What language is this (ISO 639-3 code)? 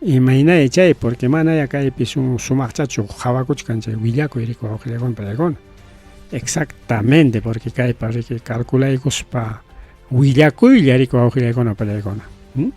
quy